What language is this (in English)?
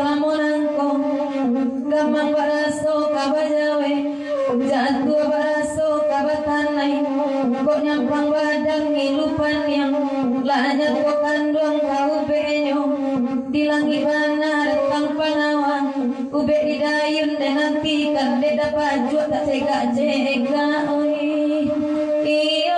Minangkabau